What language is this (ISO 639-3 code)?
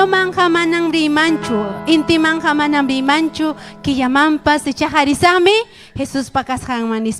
quy